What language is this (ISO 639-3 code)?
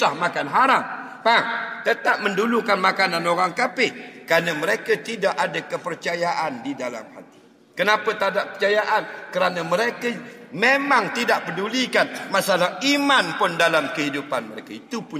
msa